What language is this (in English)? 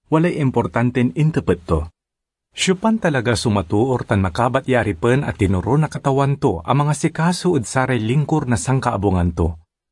Pangasinan